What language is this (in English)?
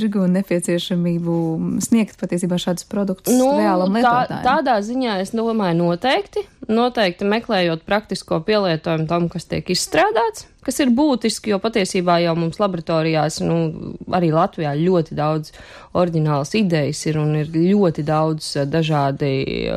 Latvian